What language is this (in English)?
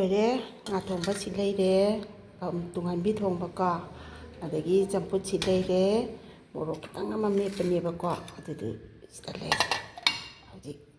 Manipuri